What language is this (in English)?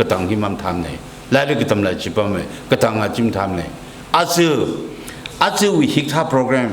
Tangkhul Naga (India)